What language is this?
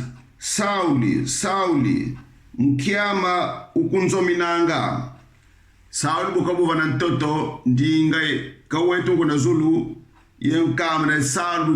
Kongo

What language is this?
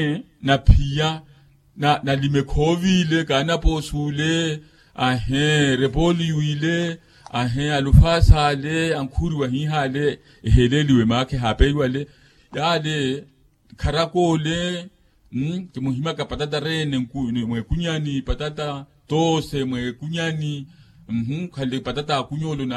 Makhuwa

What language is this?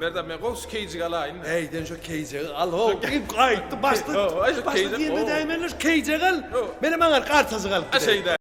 Turkmen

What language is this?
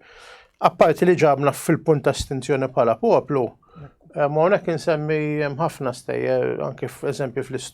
Maltese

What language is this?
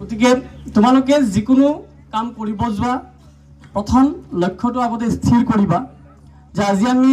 Assamese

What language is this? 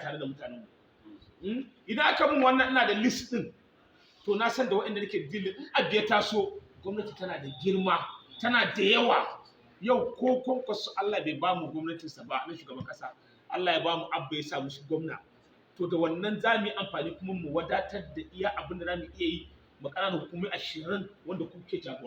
Hausa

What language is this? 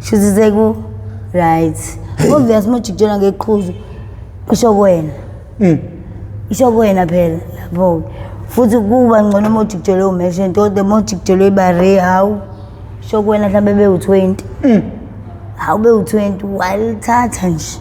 Zulu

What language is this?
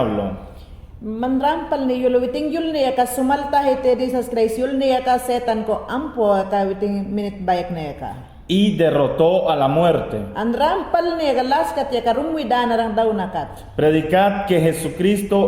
Mayangna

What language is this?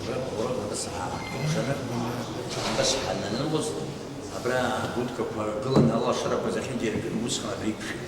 Abkhazian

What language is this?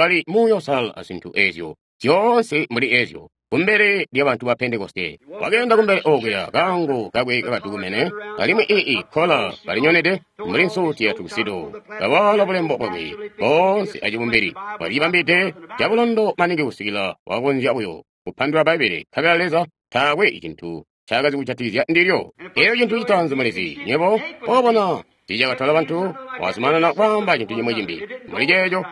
Tonga (Zambia)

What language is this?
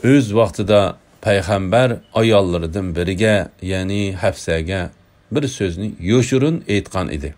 Uyghur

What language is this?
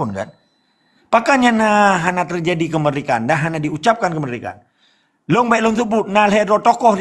Achinese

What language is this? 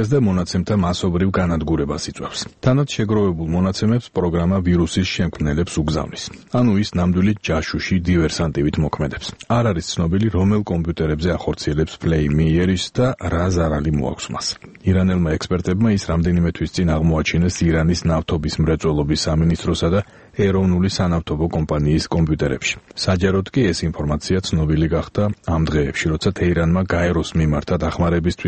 Georgian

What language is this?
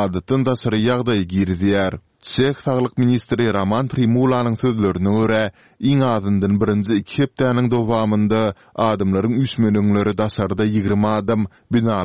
Turkmen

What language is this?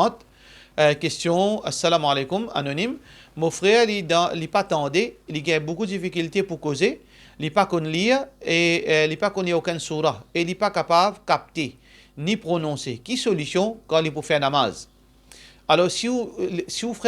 Morisyen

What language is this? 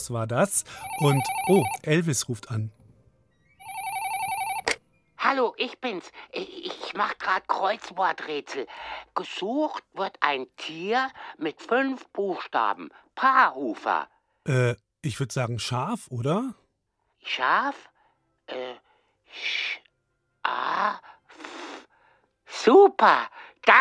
German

